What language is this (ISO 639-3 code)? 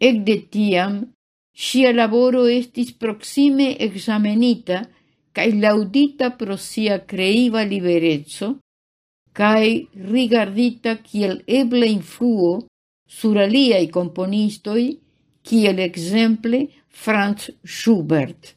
epo